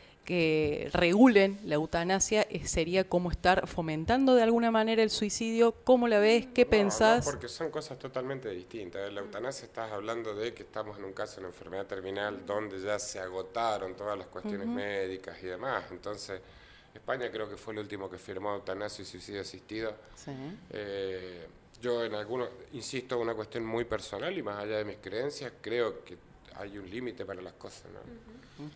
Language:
Spanish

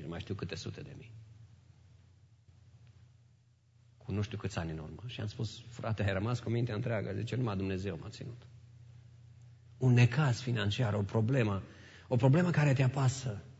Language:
Romanian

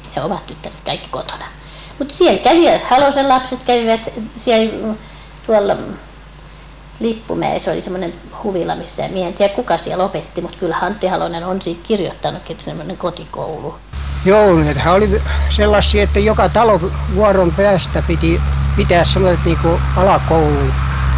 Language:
Finnish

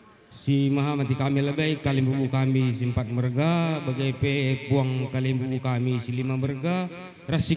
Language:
Batak Karo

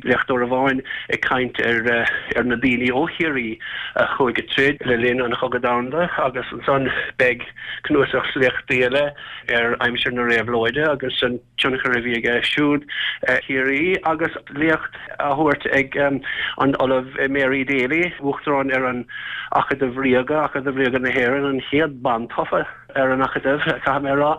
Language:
Irish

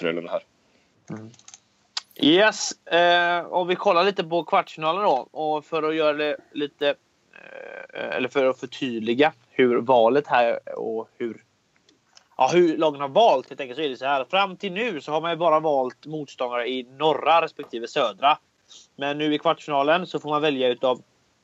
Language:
Swedish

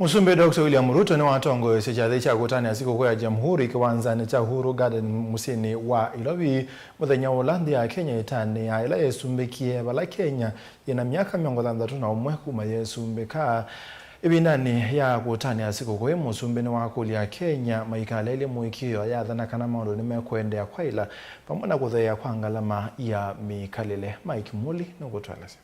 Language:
Kamba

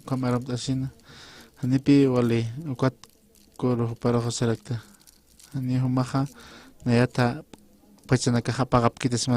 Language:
Aymara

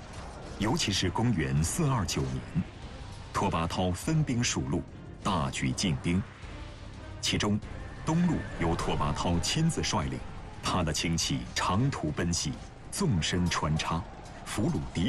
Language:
Chinese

